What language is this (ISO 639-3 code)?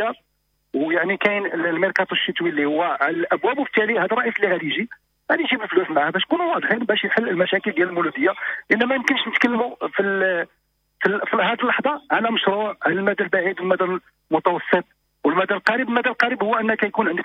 ary